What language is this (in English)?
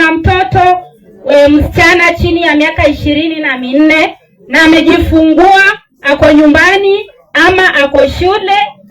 Swahili